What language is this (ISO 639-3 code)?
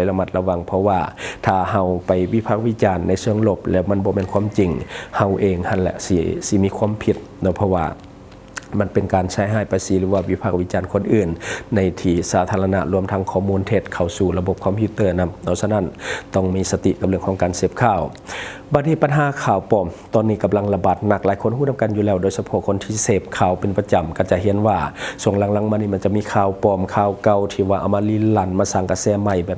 lao